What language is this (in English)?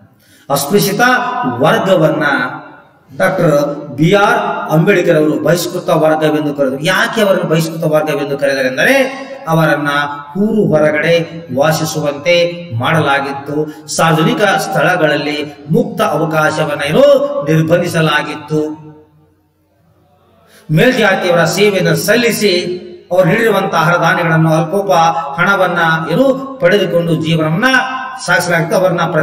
Kannada